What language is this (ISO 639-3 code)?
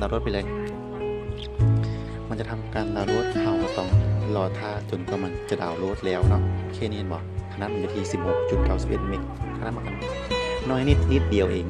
lao